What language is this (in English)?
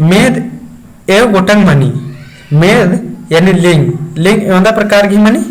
Kurukh